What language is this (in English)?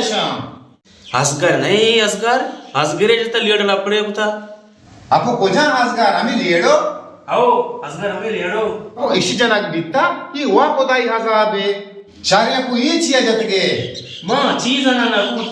Baluchi